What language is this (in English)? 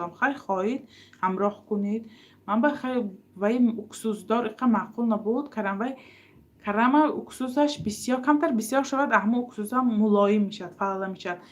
Tajik